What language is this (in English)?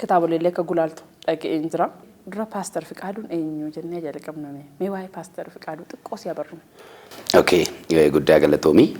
Oromo